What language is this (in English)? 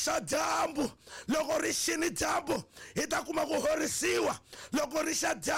Tsonga